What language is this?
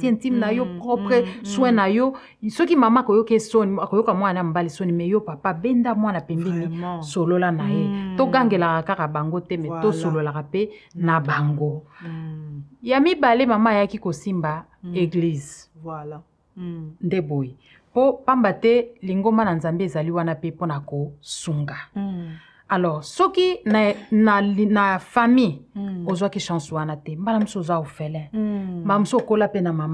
Lingala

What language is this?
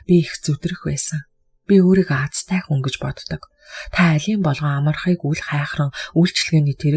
Mongolian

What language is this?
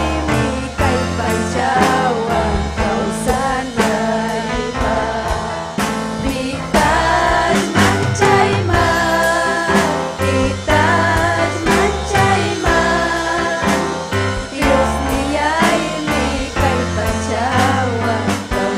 Ayacucho Quechua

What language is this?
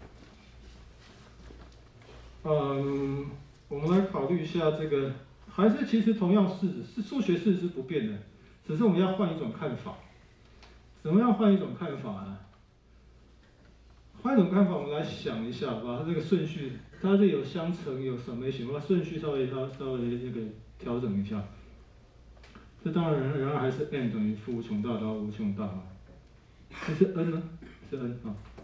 Chinese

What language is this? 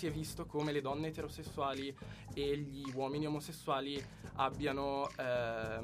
Italian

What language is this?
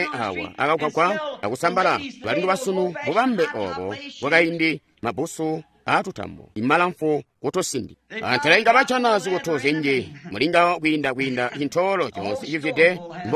Tonga (Zambia)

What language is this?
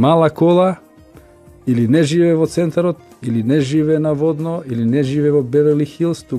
Macedonian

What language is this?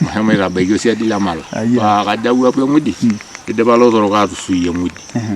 Masai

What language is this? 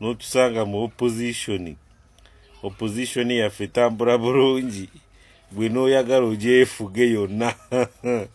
Ganda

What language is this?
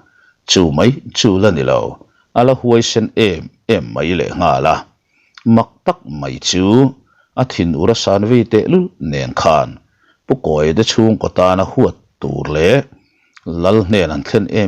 Mizo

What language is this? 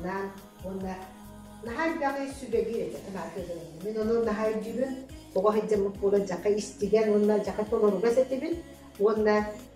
Yakut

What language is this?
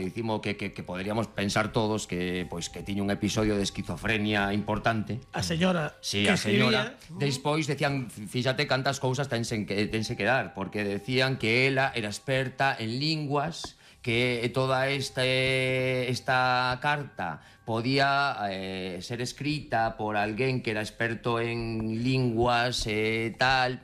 Galician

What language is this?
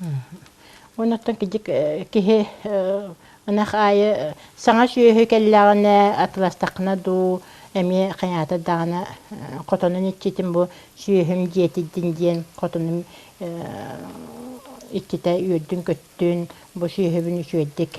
Yakut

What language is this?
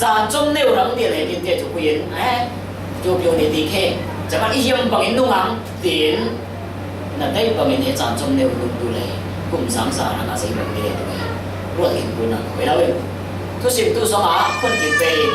Falam Chin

